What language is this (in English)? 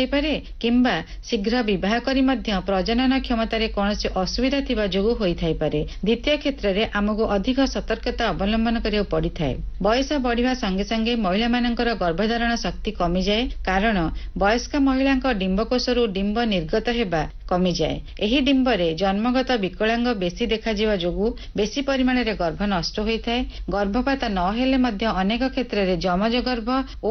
Odia